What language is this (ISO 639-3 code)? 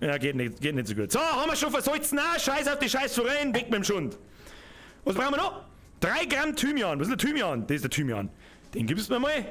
bar